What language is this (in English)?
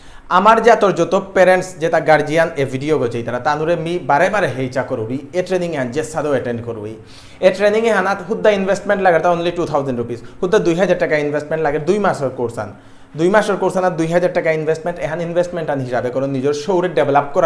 Bishnupriya